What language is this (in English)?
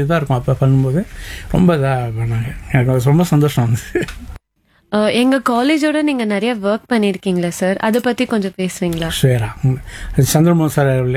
Tamil